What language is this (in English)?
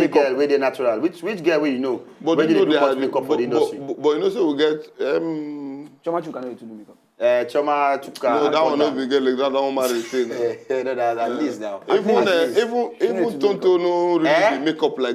Nigerian Pidgin